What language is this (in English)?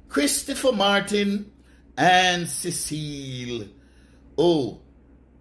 Jamaican Creole English